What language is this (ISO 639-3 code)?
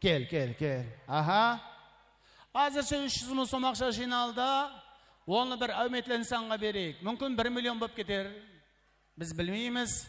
kaa